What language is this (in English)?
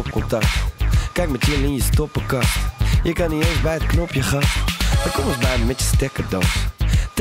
Dutch